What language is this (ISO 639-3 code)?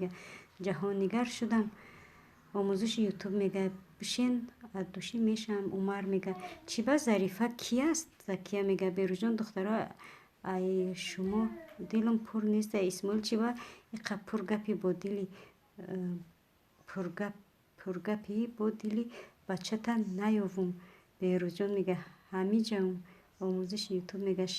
tgk